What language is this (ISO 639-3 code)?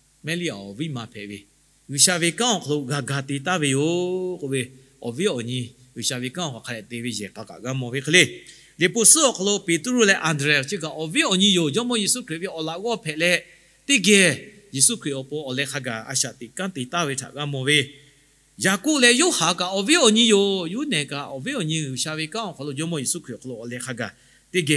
lhu